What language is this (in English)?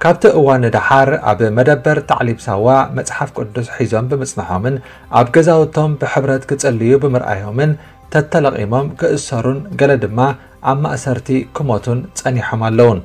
Tigrinya